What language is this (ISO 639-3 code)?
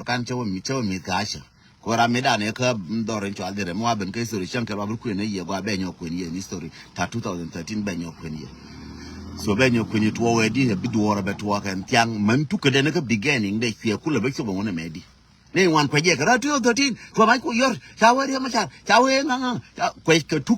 nus